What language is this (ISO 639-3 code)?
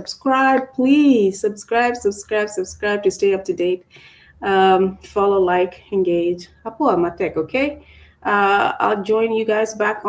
ach